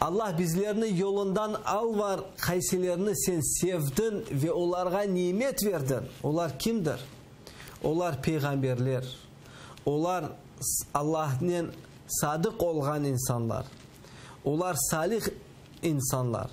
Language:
Crimean Tatar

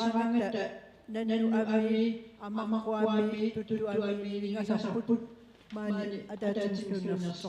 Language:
Kalaallisut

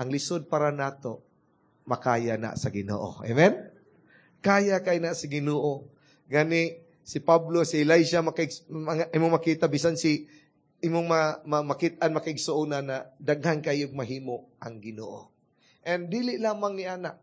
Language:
Cebuano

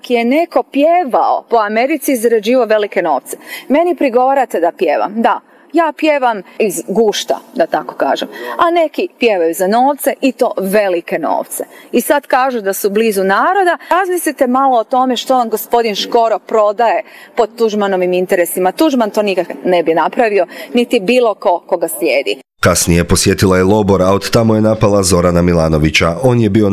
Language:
Croatian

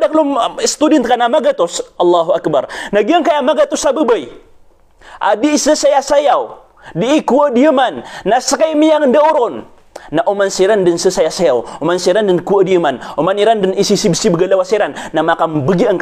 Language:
Maranao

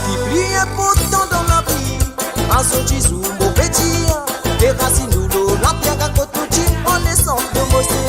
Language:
Morisyen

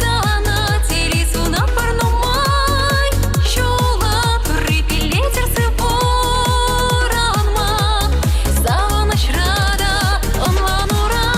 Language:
Chuvash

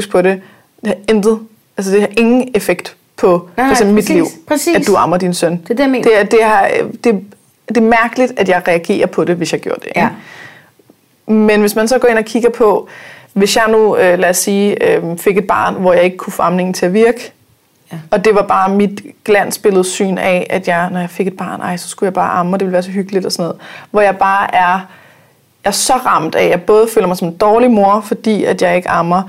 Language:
Danish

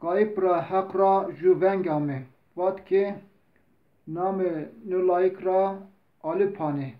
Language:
Zaza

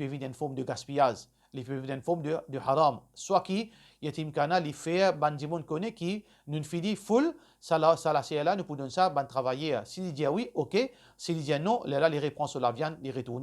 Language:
Morisyen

